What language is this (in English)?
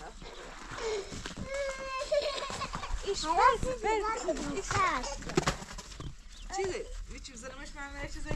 Persian